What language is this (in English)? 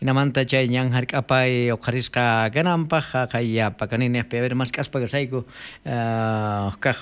South Bolivian Quechua